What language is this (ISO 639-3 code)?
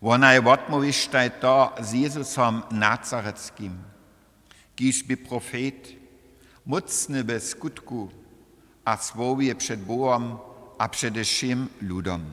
hsb